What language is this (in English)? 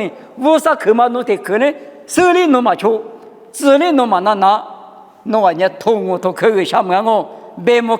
Lisu